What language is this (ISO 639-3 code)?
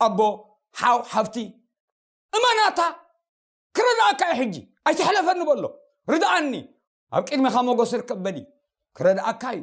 tir